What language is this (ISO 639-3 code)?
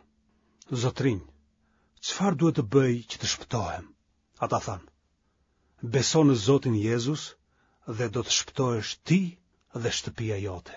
sqi